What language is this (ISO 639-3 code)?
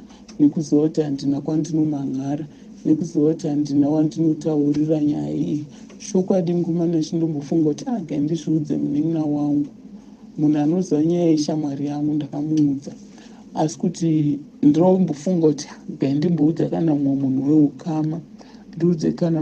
sna